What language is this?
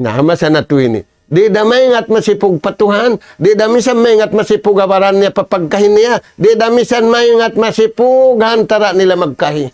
Tausug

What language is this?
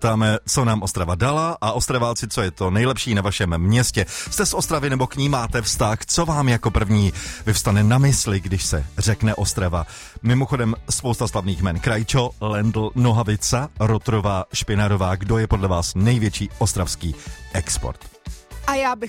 Czech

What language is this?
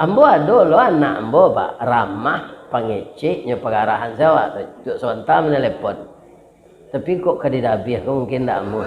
Minangkabau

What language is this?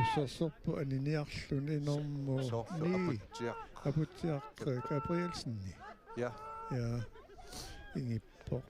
Kalaallisut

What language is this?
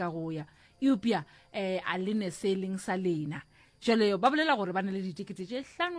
Northern Sotho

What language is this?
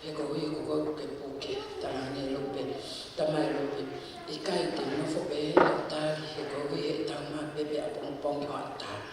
Tongan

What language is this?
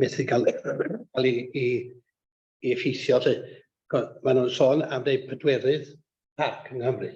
Welsh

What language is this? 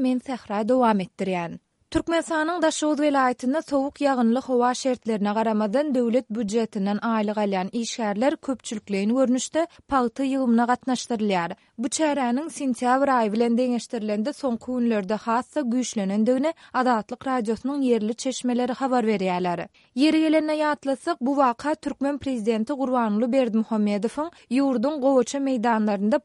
Turkmen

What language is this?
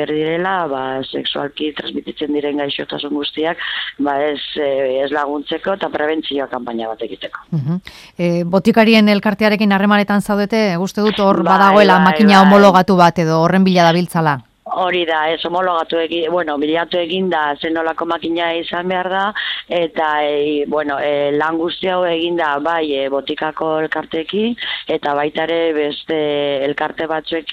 Basque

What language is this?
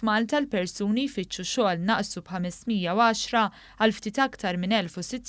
Maltese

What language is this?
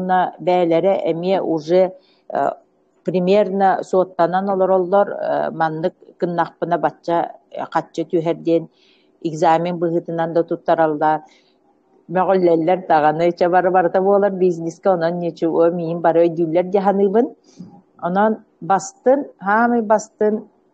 Yakut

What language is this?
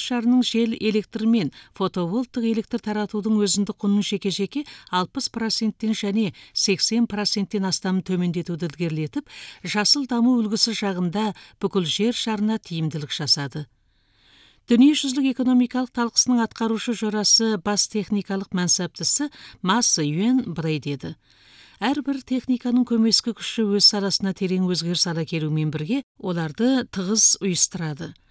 Kazakh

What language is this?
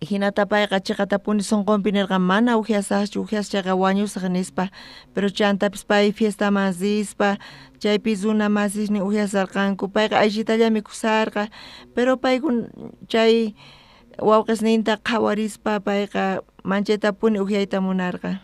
South Bolivian Quechua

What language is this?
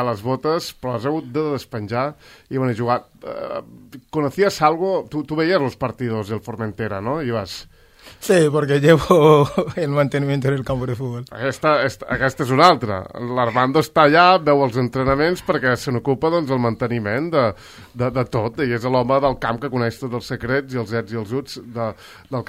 Catalan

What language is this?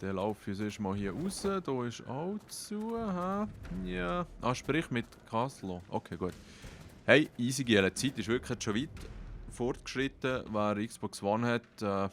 Swiss German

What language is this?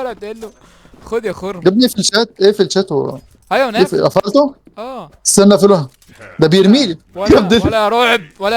Egyptian Arabic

